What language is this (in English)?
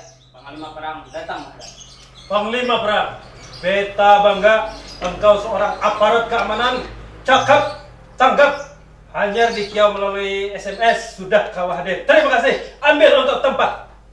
Banjar